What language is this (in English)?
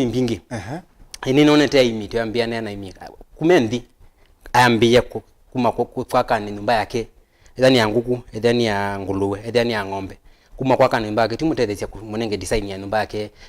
Kamba